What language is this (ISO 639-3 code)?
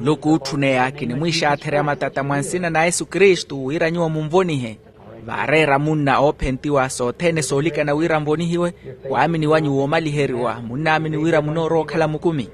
vmw